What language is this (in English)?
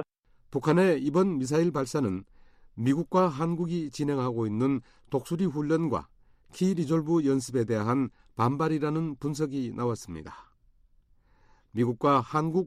Korean